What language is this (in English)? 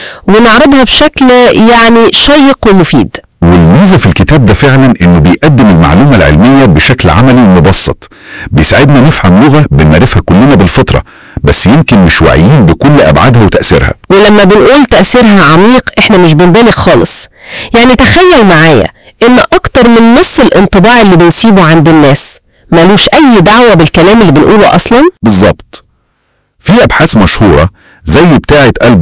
Egyptian Arabic